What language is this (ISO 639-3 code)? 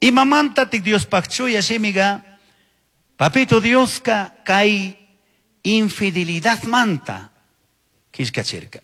qug